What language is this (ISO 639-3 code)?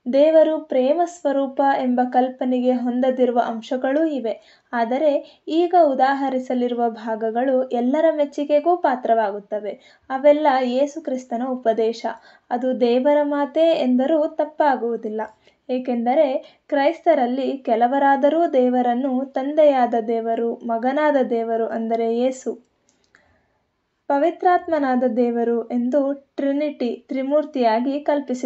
kan